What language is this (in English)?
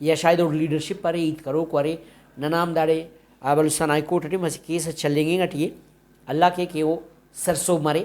Brahui